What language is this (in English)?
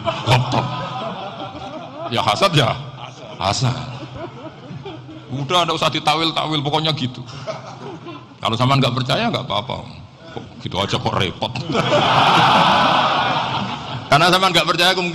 Indonesian